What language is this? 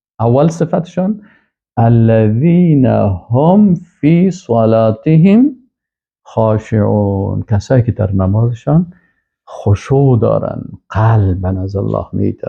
Persian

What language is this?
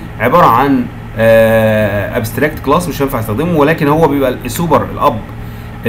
Egyptian Arabic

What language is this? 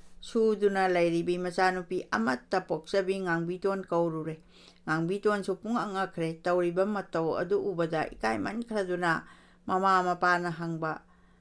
Manipuri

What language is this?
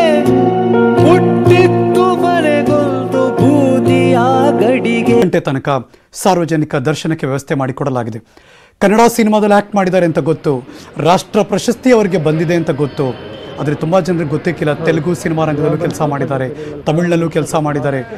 Kannada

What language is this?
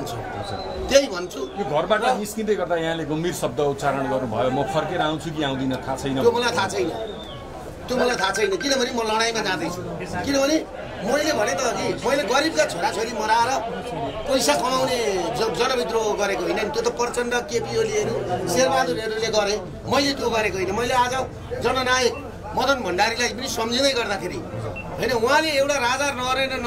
Nepali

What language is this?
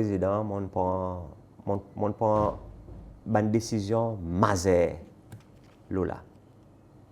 Seselwa Creole French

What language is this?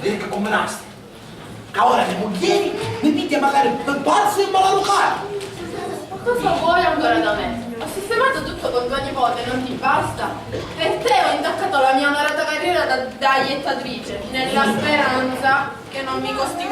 Sicilian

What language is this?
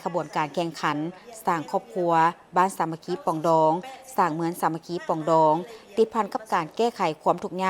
Lao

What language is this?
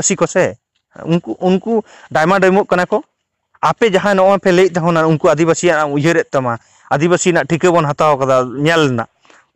Santali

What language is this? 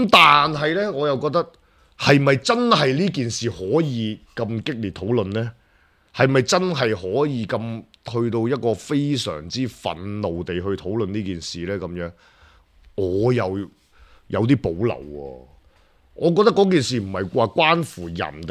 Cantonese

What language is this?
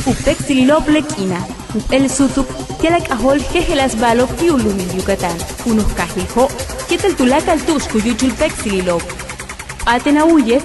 Yucateco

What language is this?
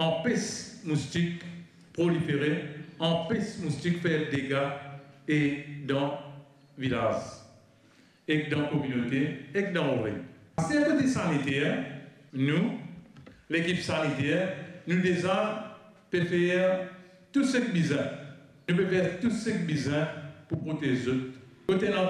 Morisyen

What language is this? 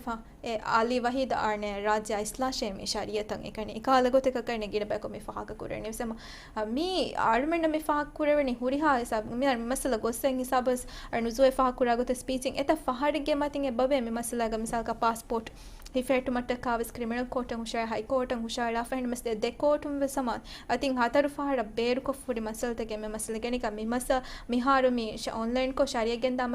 Divehi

